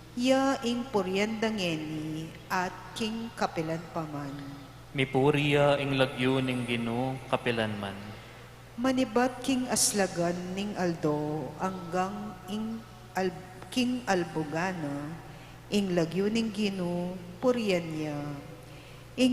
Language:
Pampanga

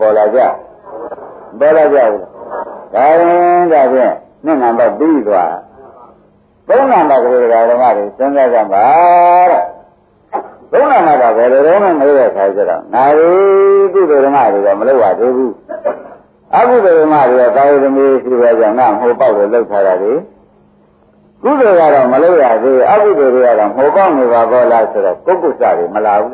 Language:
Burmese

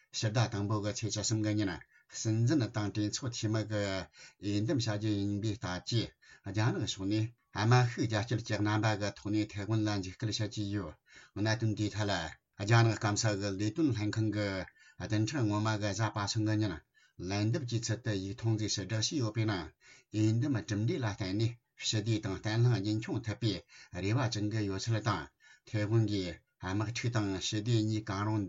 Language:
Tibetan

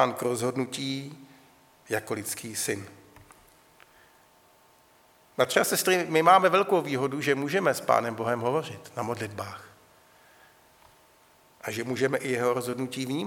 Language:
Czech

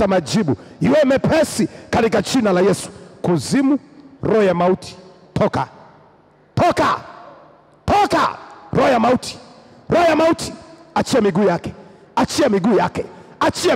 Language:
Swahili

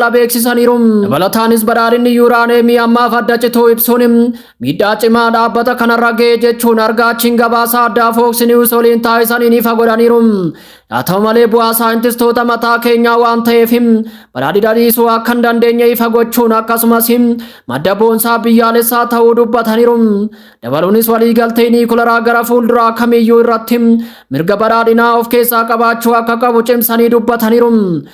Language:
Oromo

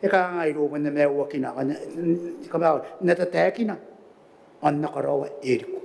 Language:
Gilbertese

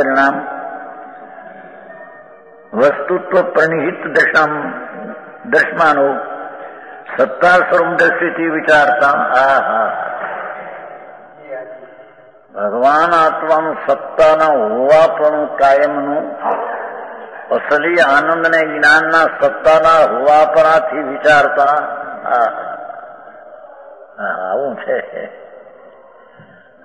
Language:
Gujarati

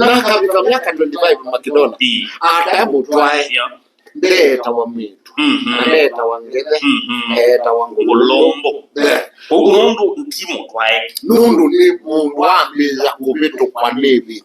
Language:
Kamba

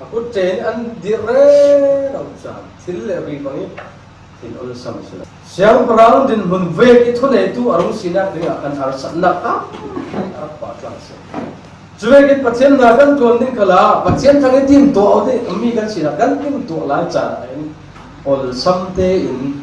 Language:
Falam Chin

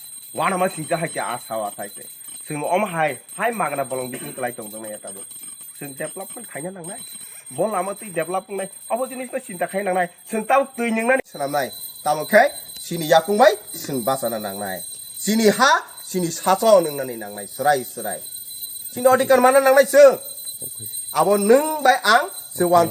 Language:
Kok Borok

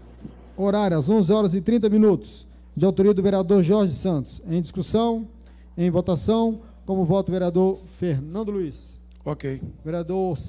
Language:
Portuguese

